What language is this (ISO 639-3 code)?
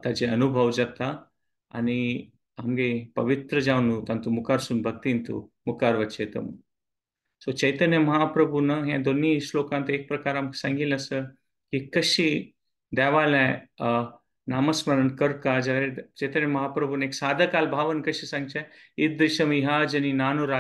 kok